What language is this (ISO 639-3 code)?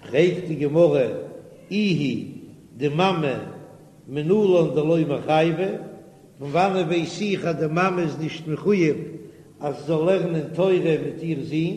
yid